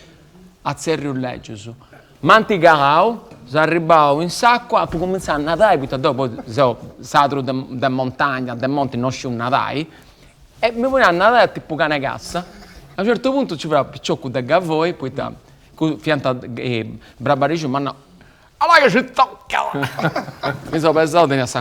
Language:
Sardinian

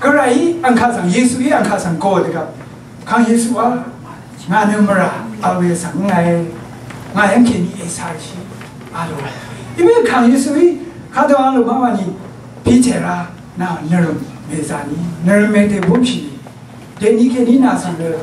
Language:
Rawang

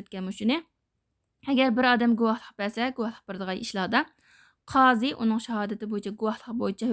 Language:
Uyghur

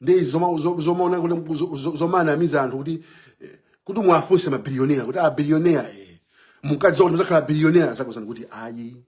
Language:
Nyanja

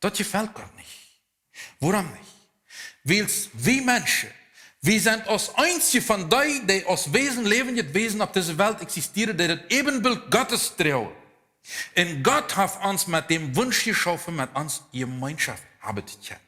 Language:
Plautdietsch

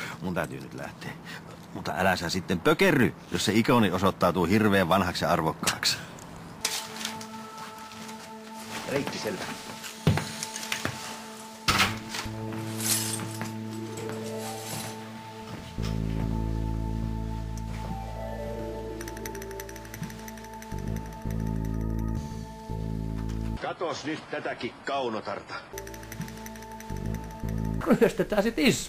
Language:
Finnish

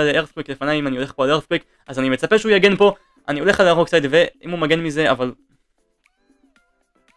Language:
Hebrew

